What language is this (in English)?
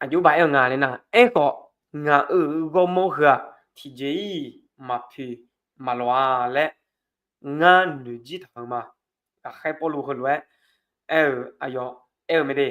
Akha